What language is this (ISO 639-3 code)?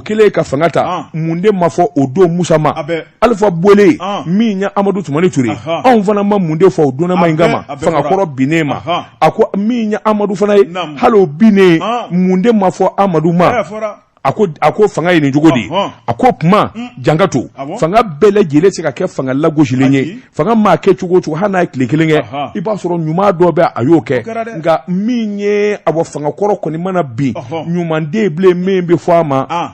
bam